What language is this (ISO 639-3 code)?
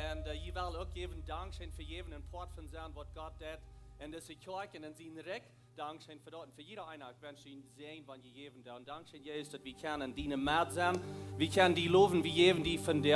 pdt